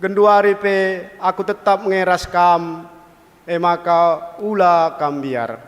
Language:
Batak Karo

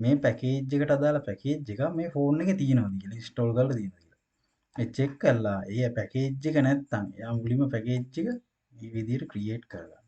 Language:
Sinhala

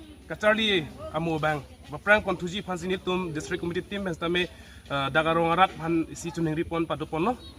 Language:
Karbi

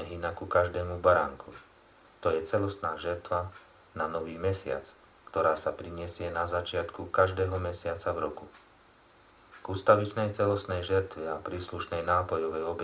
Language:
Slovak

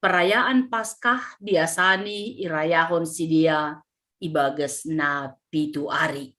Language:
Batak Simalungun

